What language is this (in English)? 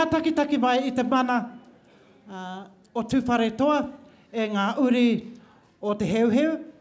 Māori